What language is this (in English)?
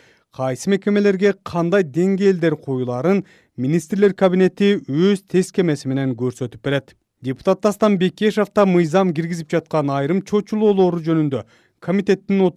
Kyrgyz